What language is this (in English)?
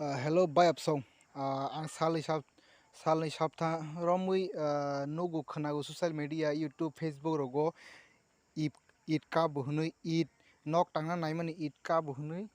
Kok Borok